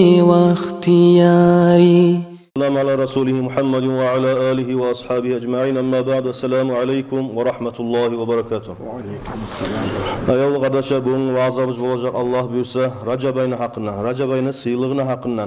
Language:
Kumyk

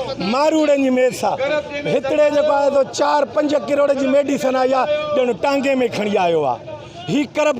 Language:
Sindhi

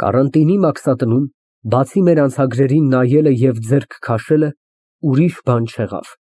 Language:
Armenian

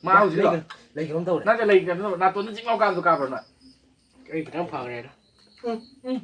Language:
Manipuri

